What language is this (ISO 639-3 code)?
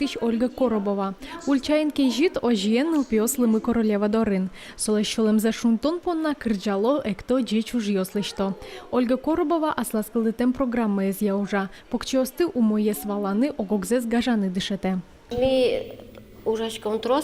udm